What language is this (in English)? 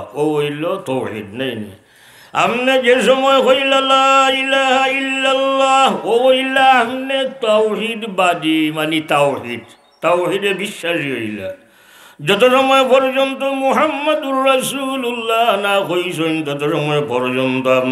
Sylheti